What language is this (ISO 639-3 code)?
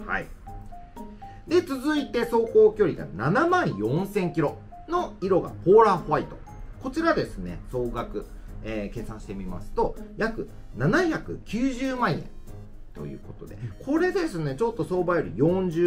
jpn